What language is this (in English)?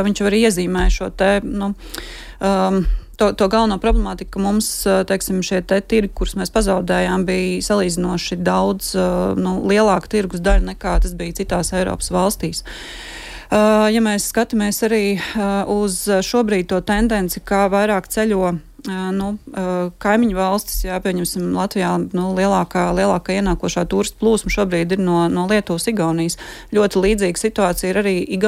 Latvian